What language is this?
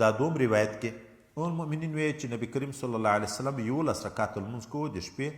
Pashto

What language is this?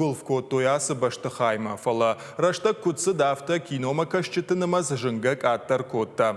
Ossetic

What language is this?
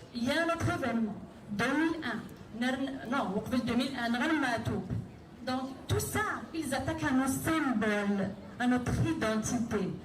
Kabyle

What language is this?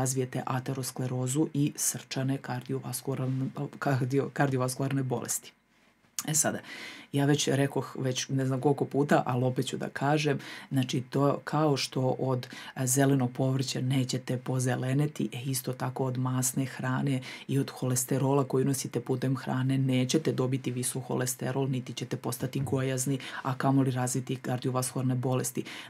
Serbian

